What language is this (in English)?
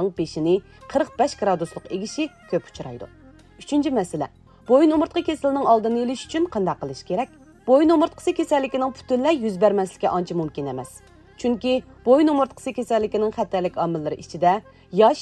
Uyghur